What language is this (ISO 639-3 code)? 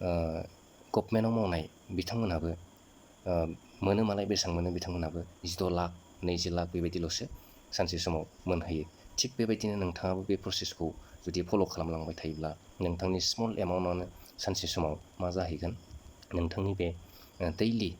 brx